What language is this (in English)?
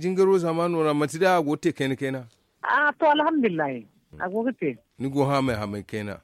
Zarma